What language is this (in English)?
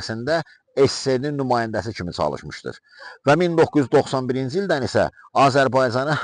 Azerbaijani